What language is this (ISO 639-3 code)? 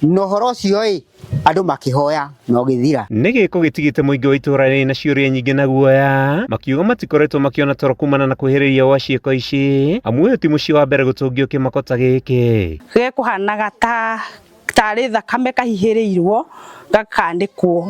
kik